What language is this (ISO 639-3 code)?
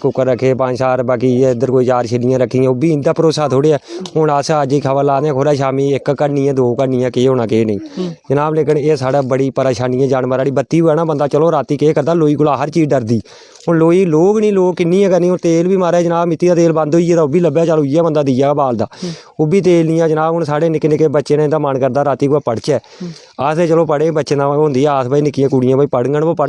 doi